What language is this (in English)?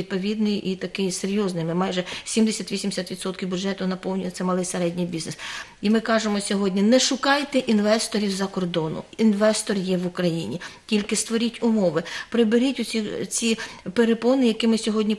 Ukrainian